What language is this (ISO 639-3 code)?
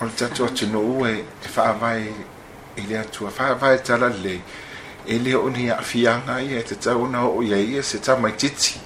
smo